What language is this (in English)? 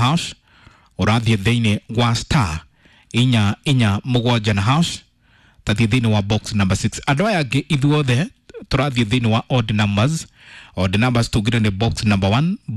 Kikuyu